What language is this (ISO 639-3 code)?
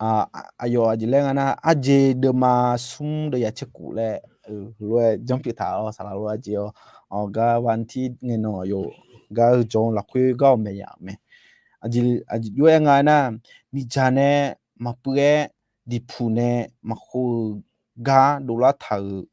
ahk